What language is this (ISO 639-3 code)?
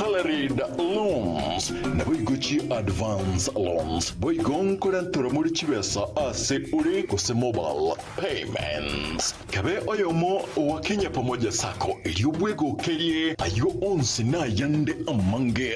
guz